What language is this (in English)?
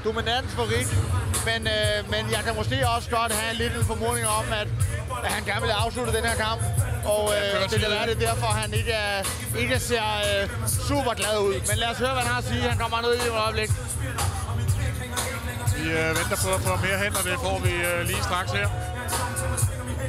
Danish